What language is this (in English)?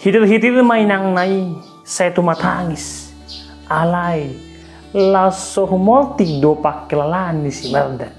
Batak Toba